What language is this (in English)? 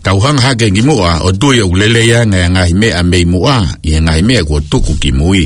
Tongan